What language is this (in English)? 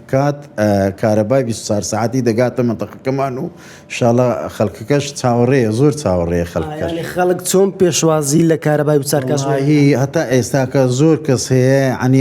Central Kurdish